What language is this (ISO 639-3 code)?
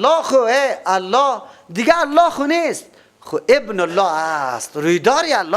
fas